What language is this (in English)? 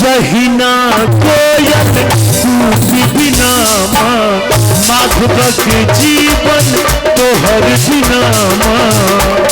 Maithili